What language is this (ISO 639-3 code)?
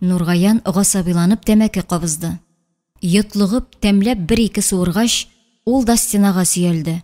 tat